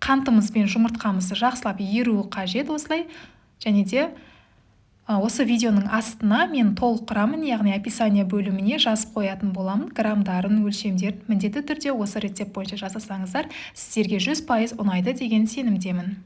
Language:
Kazakh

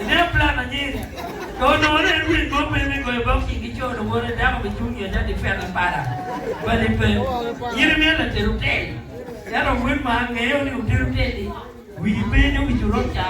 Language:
Acoli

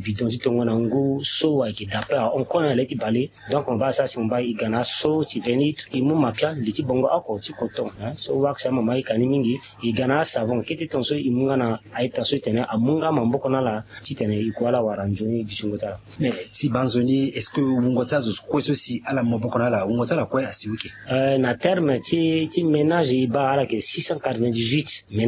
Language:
Sango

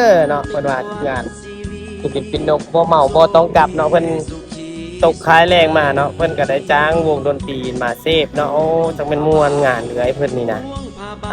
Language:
Lao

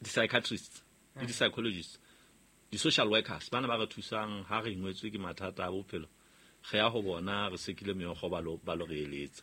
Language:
Southern Sotho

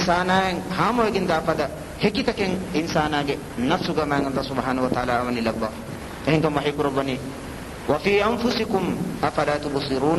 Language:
Divehi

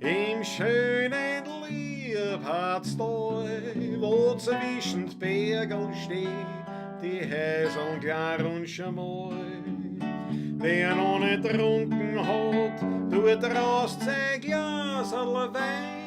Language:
Bavarian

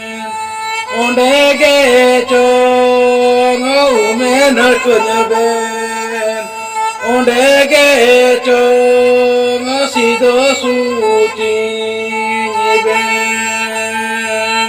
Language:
Santali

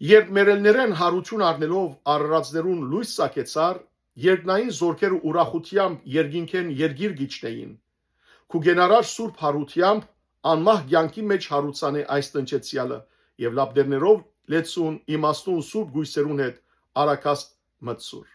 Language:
Western Armenian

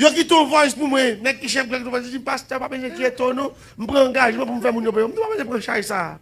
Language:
Haitian Creole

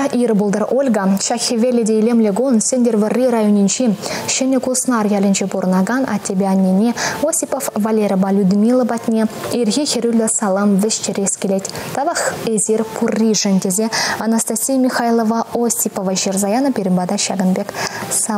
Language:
Chuvash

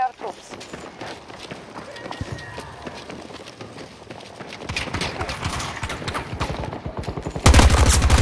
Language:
English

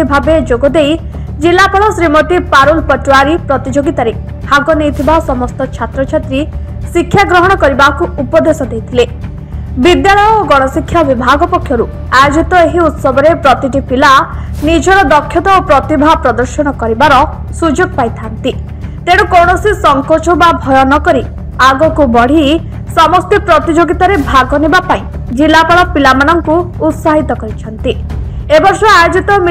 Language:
Odia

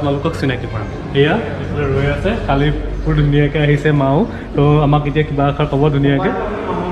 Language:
Assamese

